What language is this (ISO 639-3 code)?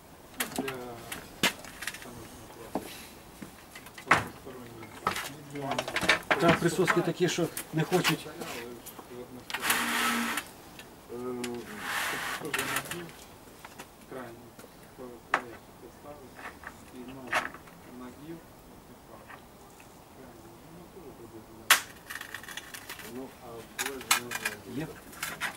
ukr